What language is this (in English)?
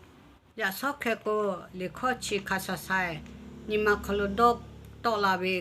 Lahu